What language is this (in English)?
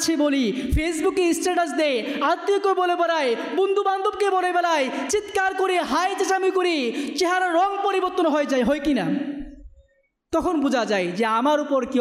Bangla